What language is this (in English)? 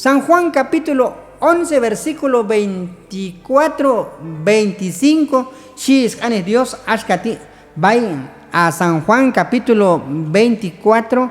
Q'anjob'al